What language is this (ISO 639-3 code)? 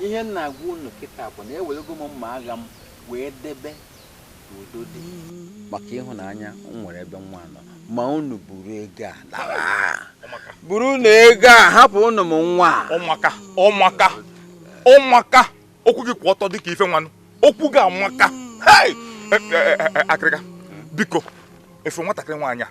ibo